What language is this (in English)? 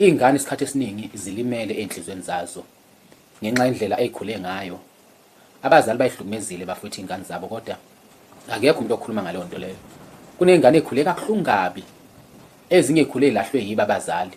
Zulu